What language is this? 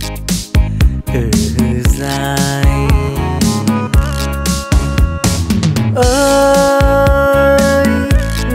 Vietnamese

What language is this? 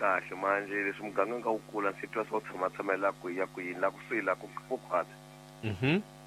Tsonga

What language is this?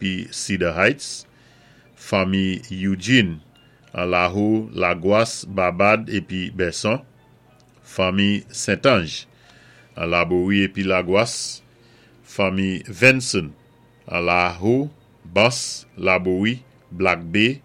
Saint Lucian Creole French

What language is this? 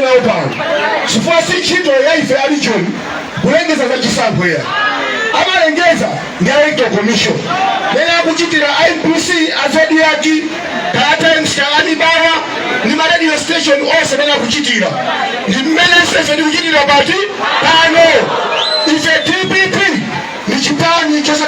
Nyanja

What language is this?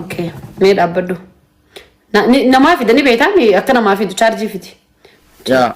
Oromo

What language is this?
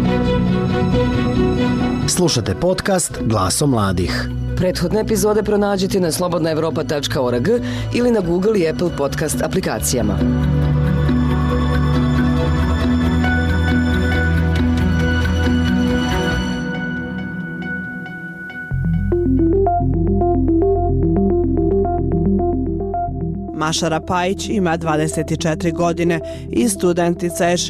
Bosnian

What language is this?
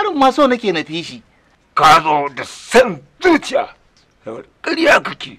Hausa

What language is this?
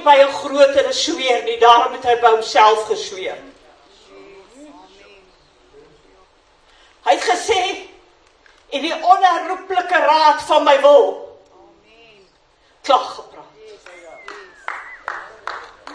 Afrikaans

